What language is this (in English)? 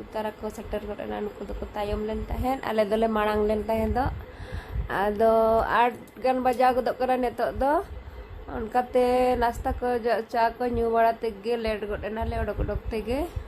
Santali